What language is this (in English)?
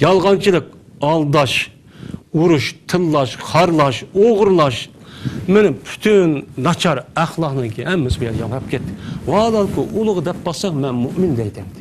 Uyghur